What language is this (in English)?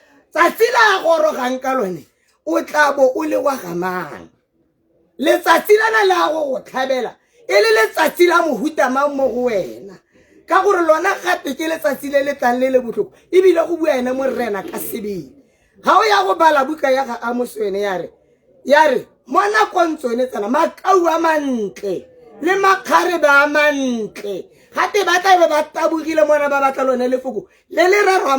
Tswana